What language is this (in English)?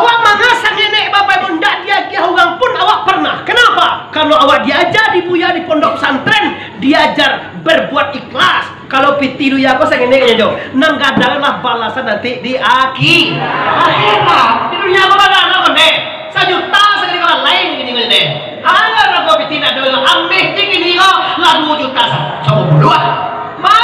Minangkabau